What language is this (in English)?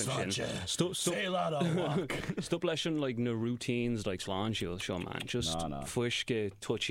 Irish